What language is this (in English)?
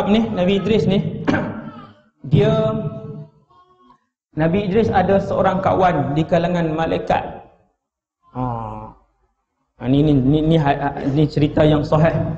Malay